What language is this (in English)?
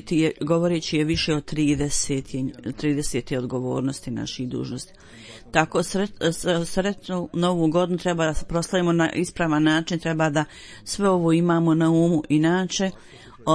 Bosnian